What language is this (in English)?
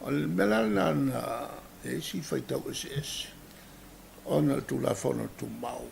Samoan